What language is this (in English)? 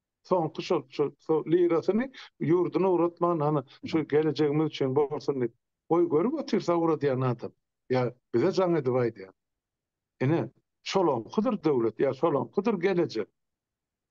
Turkmen